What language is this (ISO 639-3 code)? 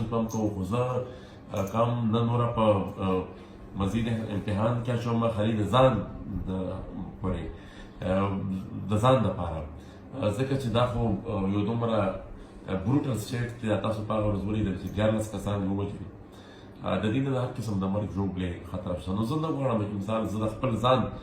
pus